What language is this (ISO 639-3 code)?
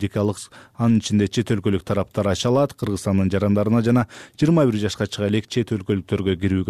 kir